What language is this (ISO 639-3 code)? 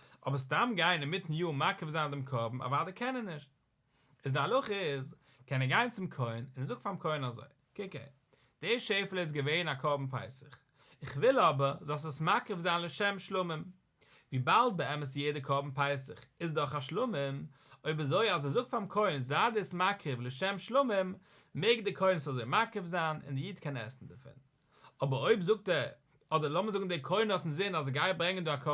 yid